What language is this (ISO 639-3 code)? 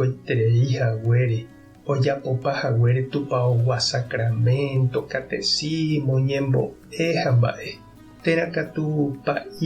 grn